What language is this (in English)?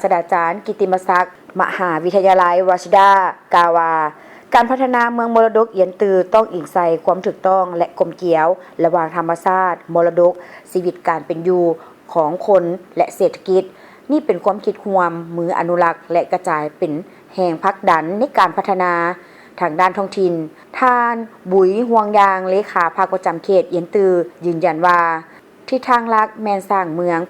Lao